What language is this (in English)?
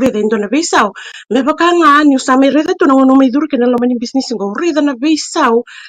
Fijian